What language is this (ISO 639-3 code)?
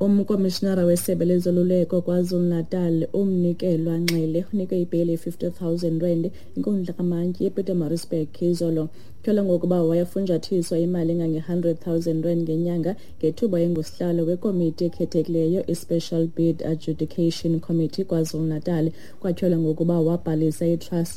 xho